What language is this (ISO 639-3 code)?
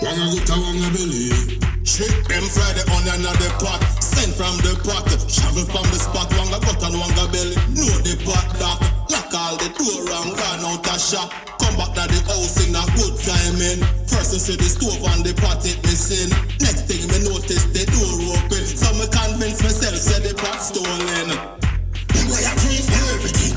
jam